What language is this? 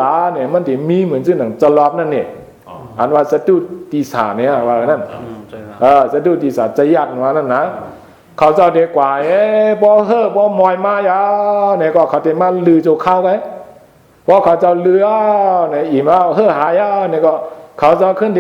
Shan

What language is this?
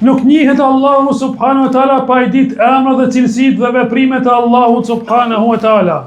Albanian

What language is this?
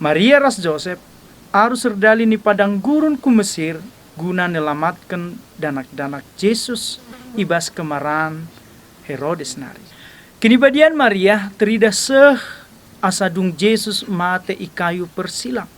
Batak Karo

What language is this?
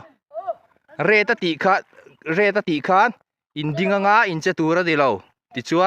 Mizo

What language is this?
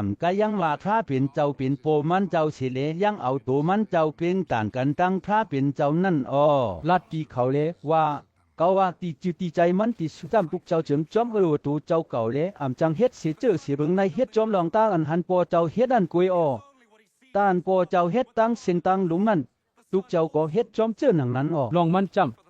Shan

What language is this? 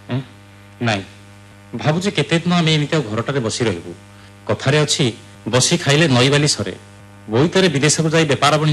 Odia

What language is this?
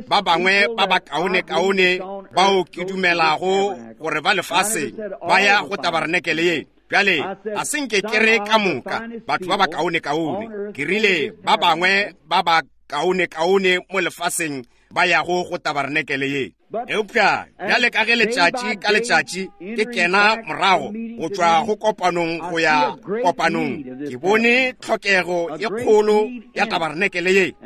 Northern Sotho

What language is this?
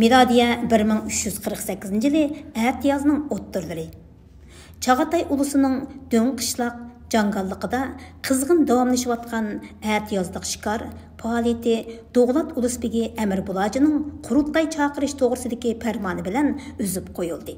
Uyghur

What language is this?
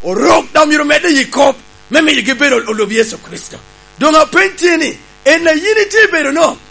Lango (Uganda)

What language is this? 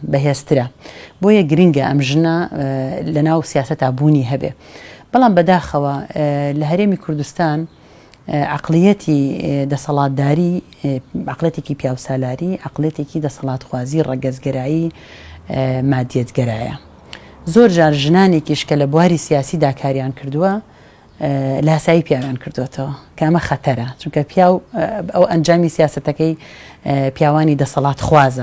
Central Kurdish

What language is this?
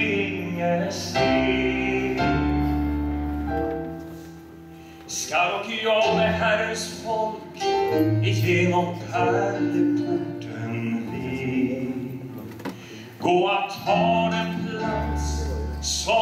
Swedish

